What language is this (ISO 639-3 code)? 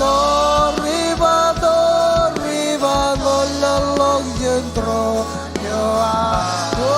mah